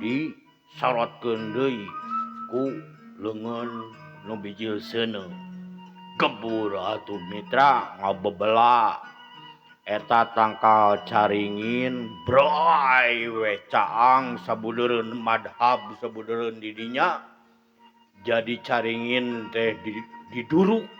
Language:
Sundanese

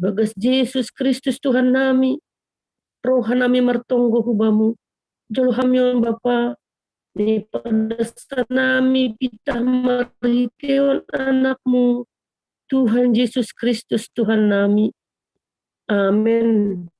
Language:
Batak Simalungun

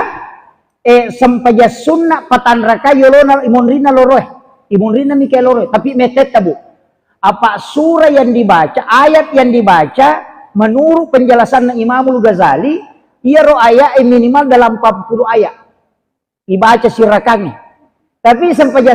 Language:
Buginese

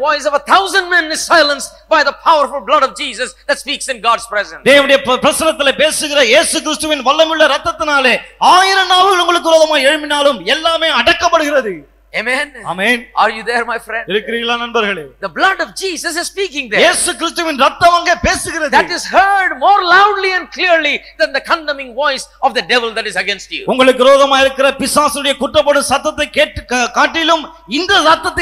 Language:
Tamil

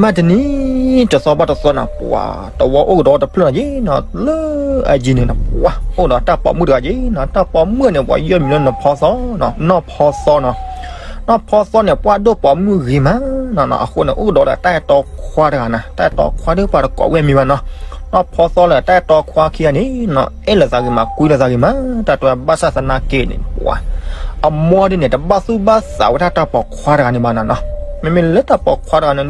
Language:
S'gaw Karen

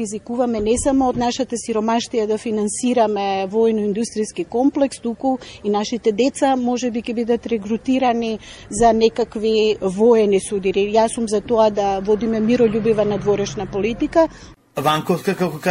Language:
Macedonian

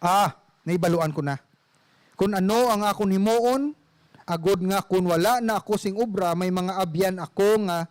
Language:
Hiligaynon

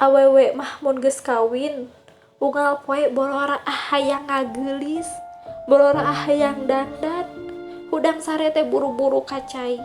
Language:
Sundanese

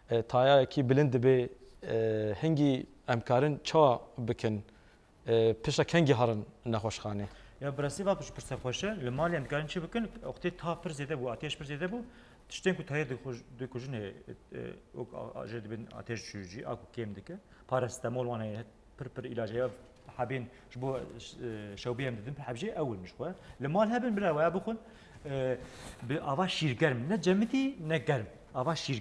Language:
Kurdish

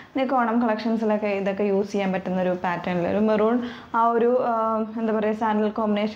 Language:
Malayalam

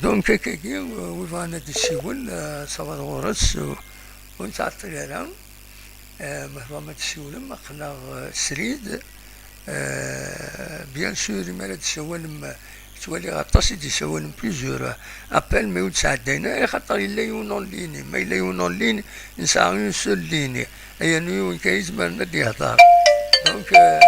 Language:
Kabyle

